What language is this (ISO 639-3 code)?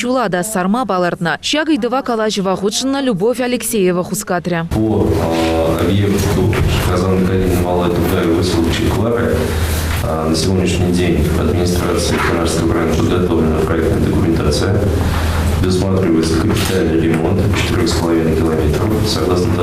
chv